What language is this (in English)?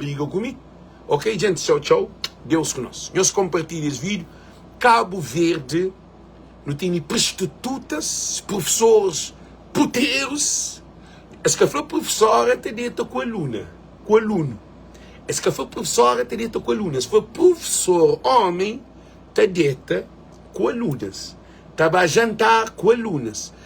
Kabuverdianu